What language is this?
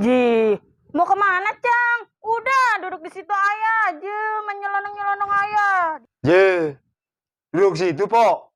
Betawi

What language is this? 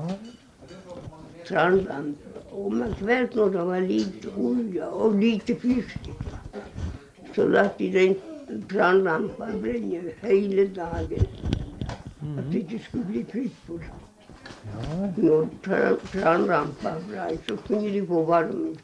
Norwegian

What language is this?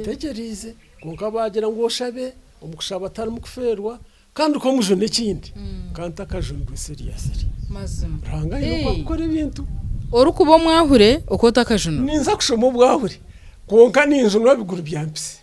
Nyankole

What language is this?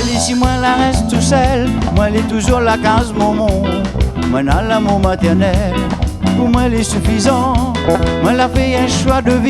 Réunion Creole French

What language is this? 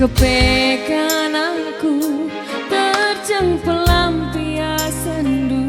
Batak Karo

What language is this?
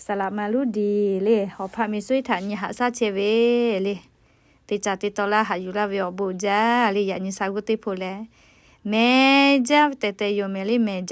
Lahu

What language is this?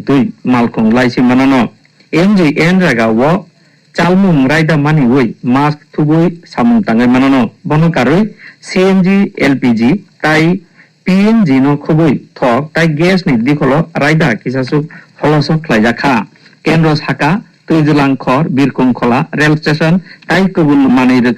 Kok Borok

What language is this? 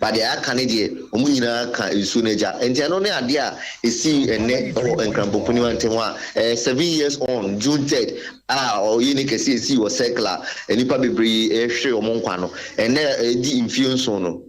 Akan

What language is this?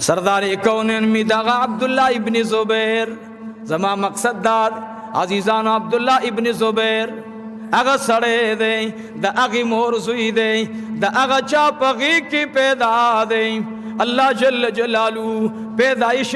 Pashto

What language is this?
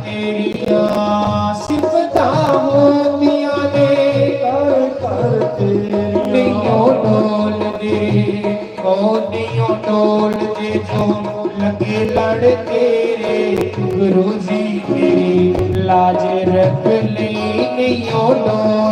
Dogri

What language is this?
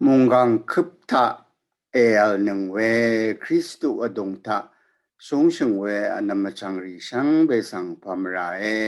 Rawang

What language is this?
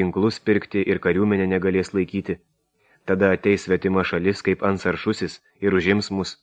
Lithuanian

